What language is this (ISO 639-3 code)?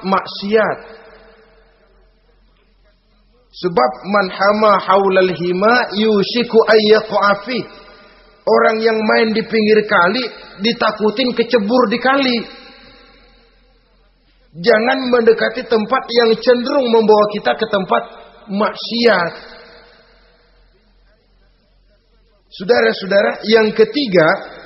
ind